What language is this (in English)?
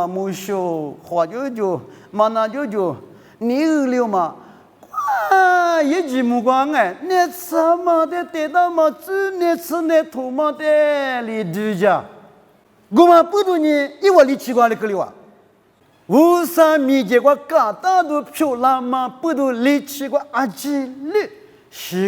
Lisu